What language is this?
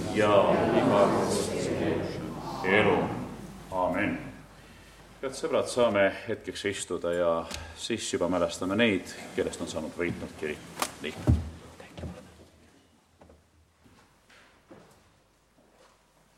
Estonian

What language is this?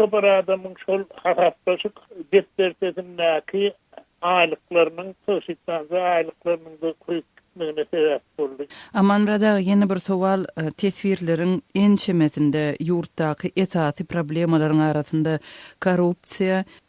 Turkmen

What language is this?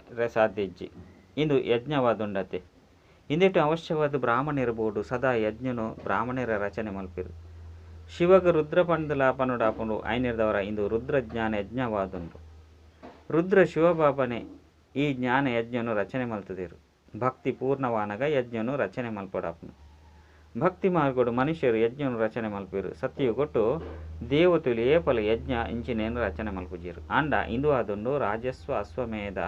Tulu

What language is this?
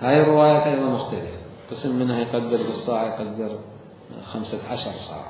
Mesopotamian Arabic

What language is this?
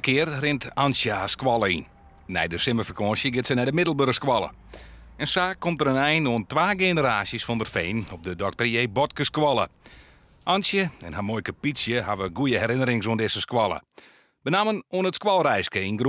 Western Frisian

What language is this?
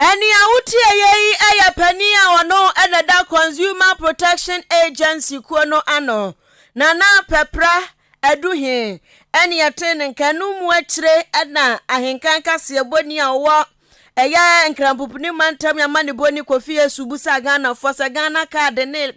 Akan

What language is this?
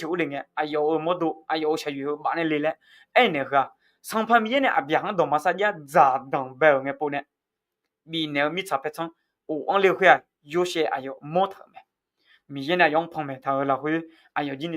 Akha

